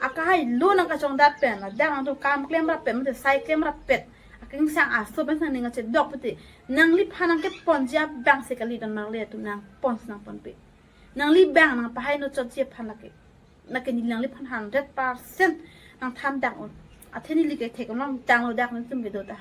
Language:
Karbi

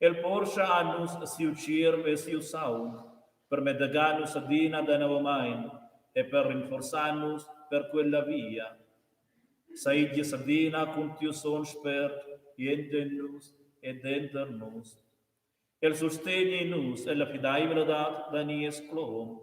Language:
Romansh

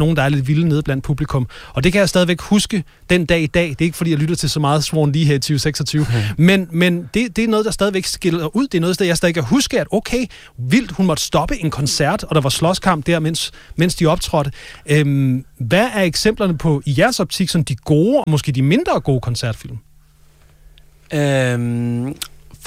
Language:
Danish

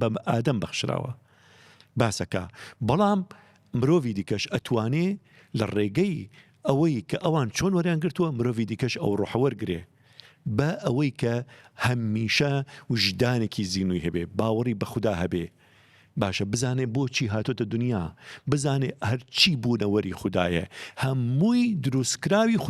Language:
Central Kurdish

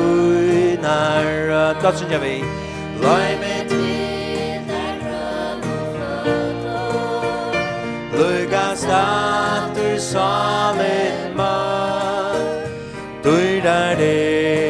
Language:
Faroese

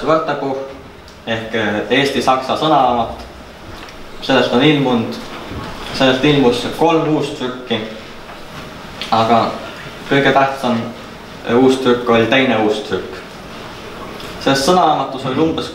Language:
Estonian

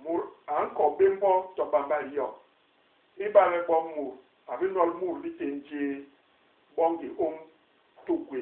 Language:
Basaa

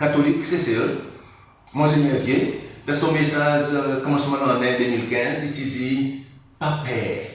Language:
Seselwa Creole French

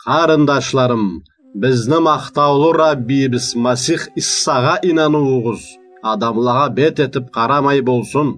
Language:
Karachay-Balkar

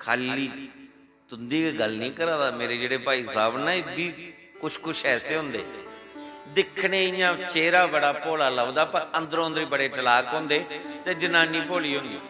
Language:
Dogri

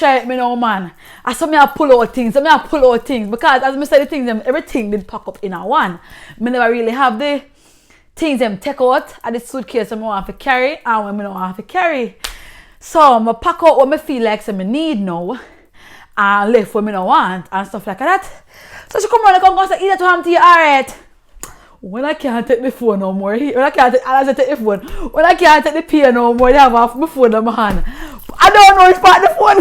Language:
Jamaican Creole English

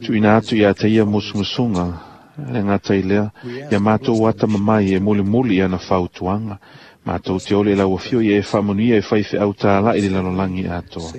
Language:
Samoan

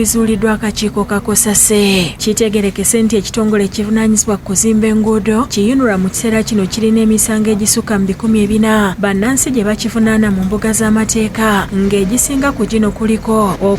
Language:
Ganda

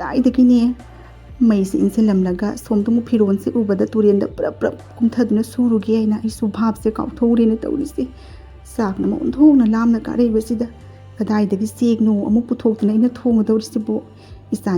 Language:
Manipuri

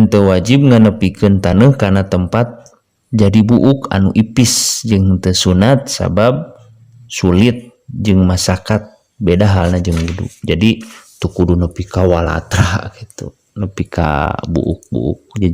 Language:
Sundanese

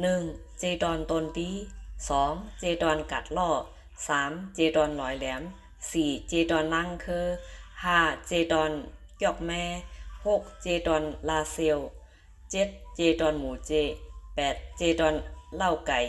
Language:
Shan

